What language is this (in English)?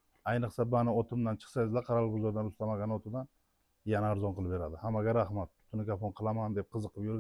Uzbek